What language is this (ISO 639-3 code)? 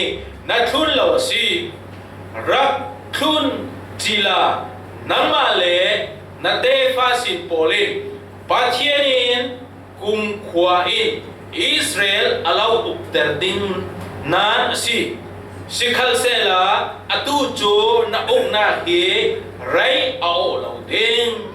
cfm